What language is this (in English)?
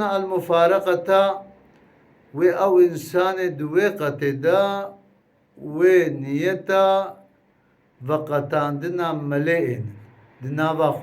Kurdish